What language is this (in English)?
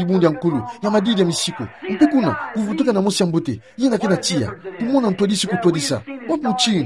Kituba (Democratic Republic of Congo)